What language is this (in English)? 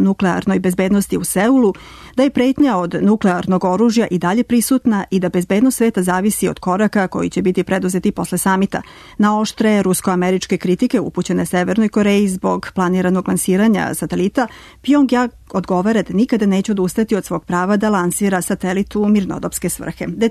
Serbian